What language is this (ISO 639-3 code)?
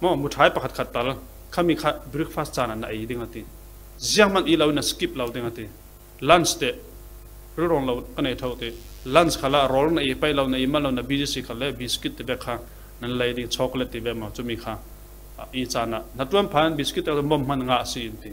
cfm